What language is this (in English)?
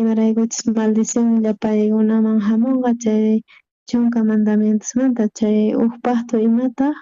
South Bolivian Quechua